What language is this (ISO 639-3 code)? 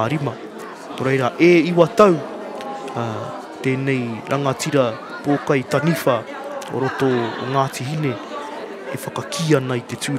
mri